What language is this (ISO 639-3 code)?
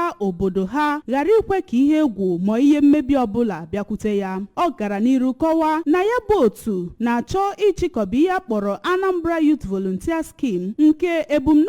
ibo